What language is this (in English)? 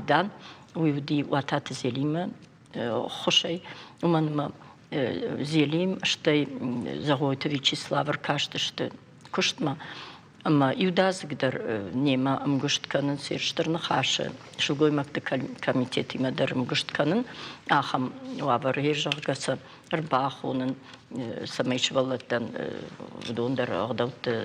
Ossetic